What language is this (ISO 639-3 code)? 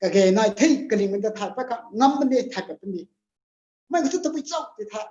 nbu